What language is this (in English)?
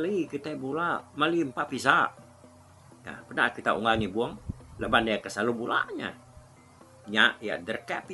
Iban